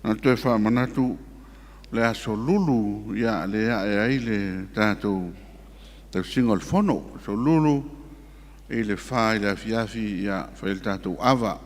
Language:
Samoan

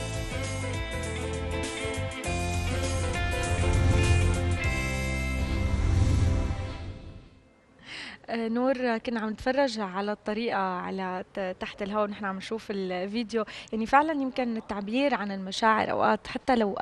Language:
North Levantine Arabic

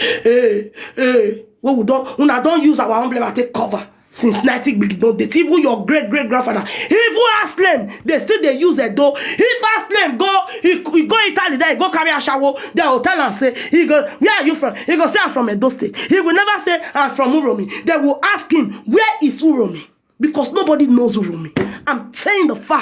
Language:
Nigerian Pidgin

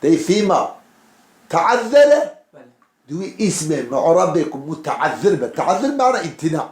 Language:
Kurdish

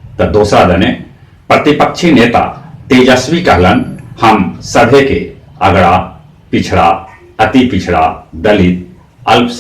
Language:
Magahi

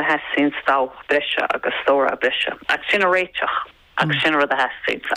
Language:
Irish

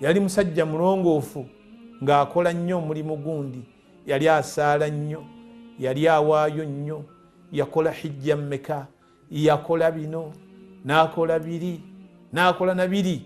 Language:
Ganda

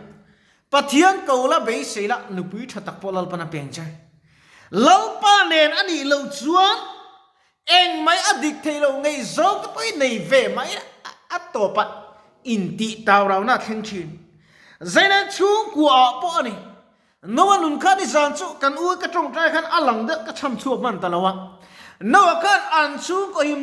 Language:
Mizo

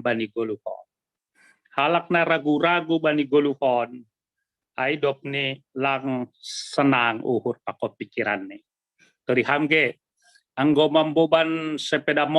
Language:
Batak Simalungun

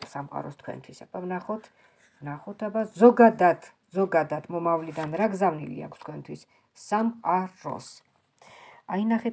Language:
Georgian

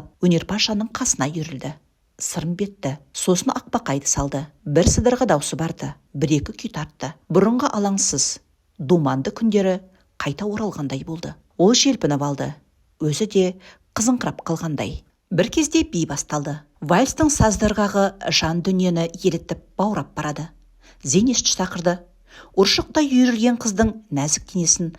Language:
Kazakh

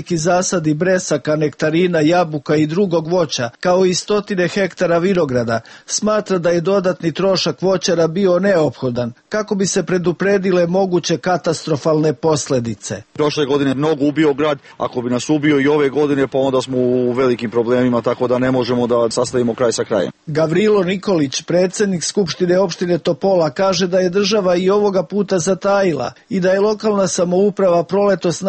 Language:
Serbian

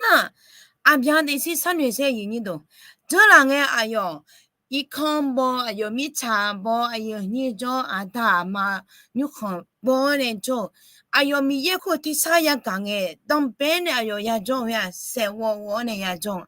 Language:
Akha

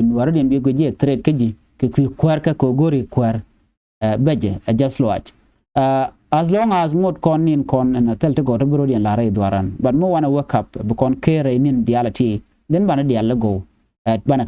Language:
Nuer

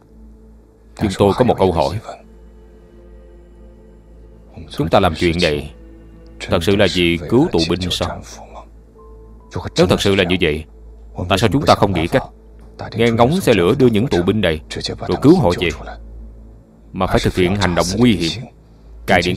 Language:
Vietnamese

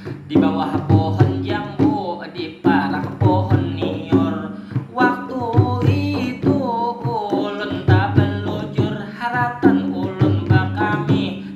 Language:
Banjar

